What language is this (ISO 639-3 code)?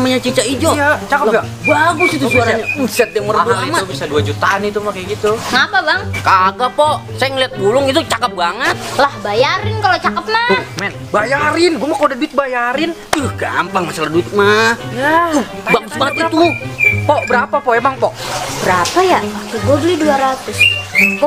bew